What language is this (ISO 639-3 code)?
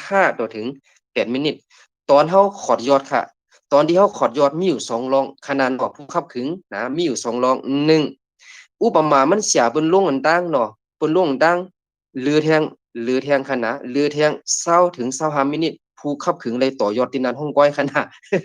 shn